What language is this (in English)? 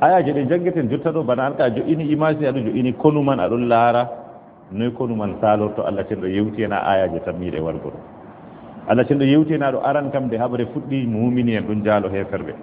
Fula